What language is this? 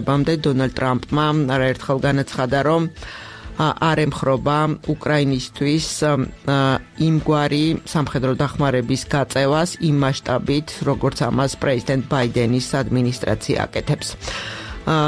Georgian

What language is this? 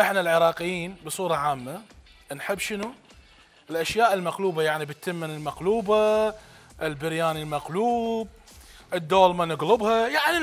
Mesopotamian Arabic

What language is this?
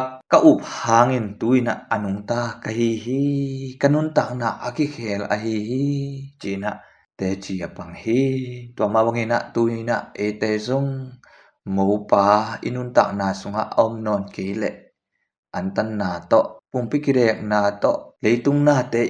Tedim Chin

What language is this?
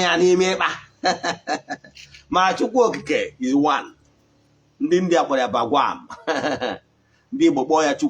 Igbo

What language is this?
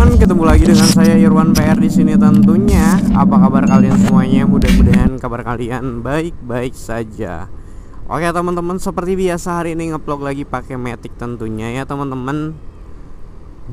Indonesian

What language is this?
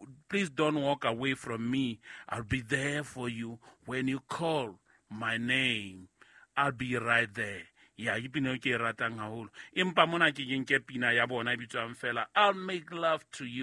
Southern Sotho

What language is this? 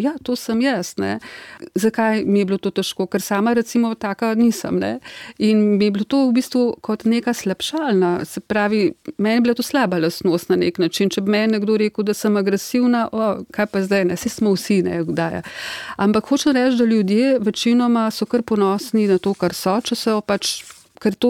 Slovenian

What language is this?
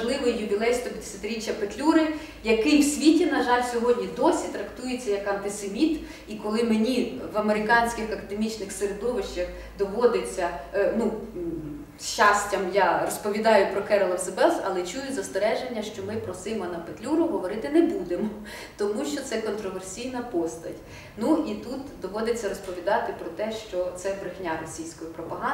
Ukrainian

